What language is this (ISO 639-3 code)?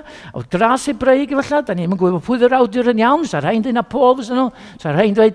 cym